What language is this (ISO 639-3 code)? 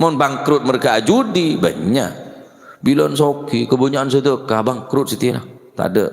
mad